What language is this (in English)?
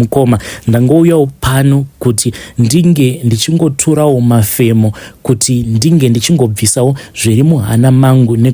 Shona